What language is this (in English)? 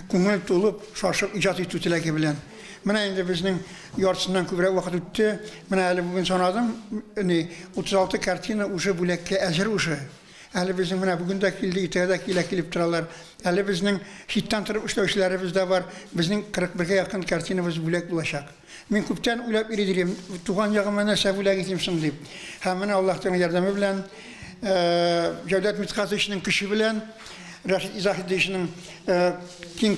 Tatar